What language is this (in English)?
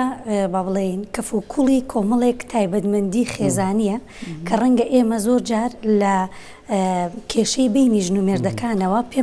Central Kurdish